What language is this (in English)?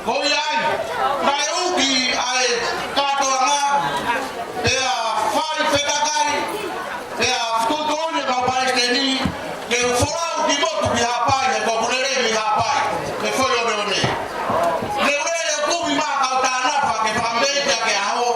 Tongan